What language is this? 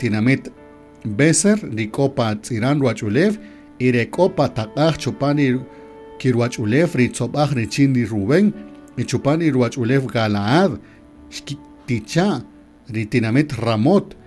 Kaqchikel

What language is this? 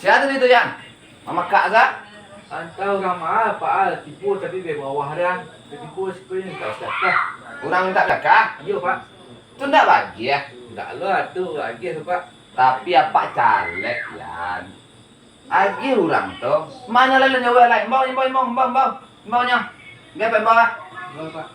Minangkabau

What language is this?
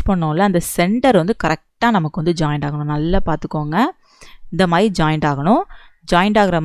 Tamil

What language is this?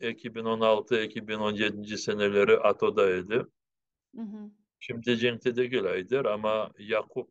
Crimean Tatar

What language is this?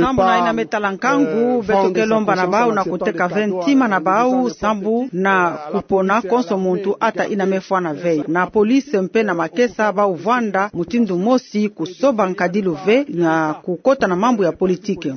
Kituba (Democratic Republic of Congo)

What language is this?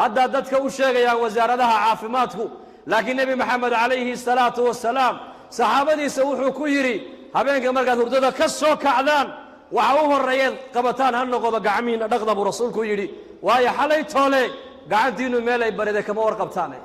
Somali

